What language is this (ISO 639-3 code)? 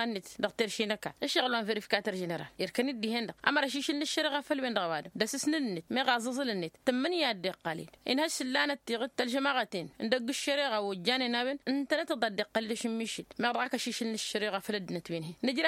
taq